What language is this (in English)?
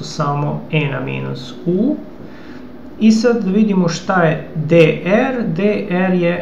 Serbian